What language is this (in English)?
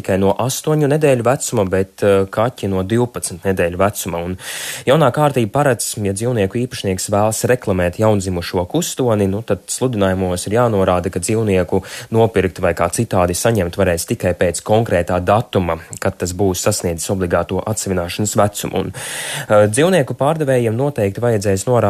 Latvian